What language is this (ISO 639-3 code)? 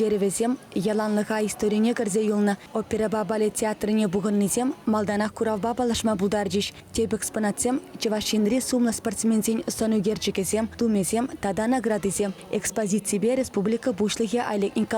chv